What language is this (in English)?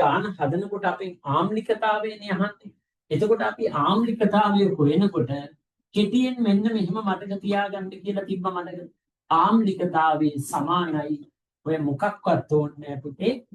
Sinhala